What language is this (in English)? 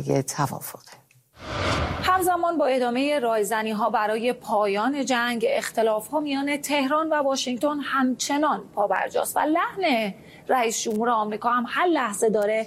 Persian